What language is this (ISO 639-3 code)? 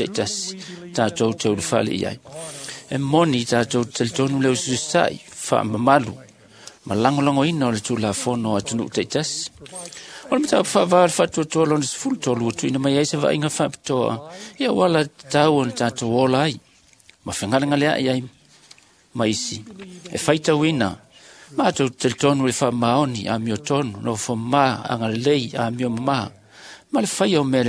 smo